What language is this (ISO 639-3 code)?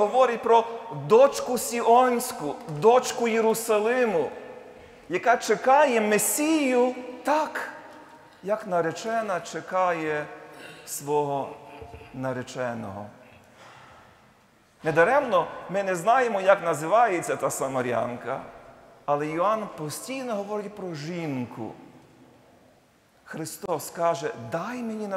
ukr